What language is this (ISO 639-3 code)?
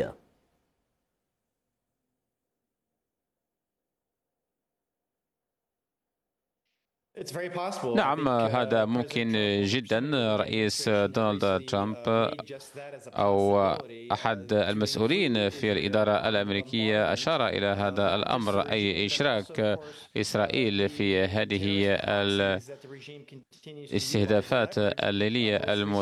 ara